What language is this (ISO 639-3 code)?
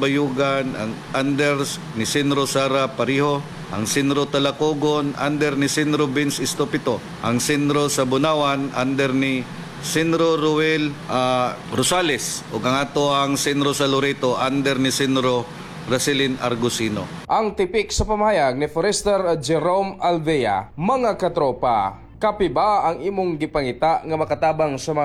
ceb